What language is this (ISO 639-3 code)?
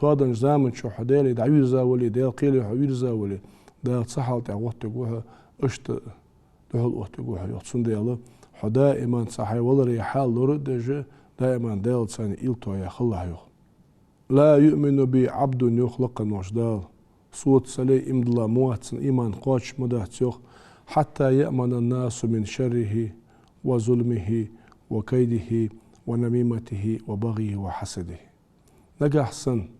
inh